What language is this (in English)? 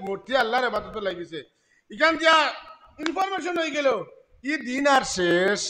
Sylheti